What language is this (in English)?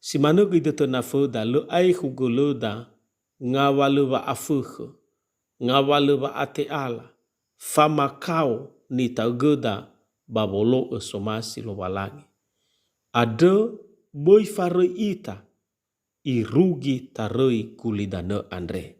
Nias